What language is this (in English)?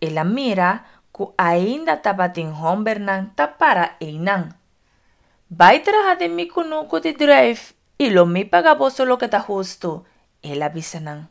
Papiamento